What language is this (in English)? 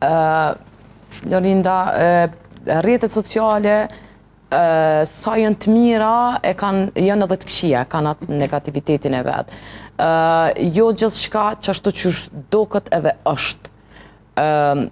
Albanian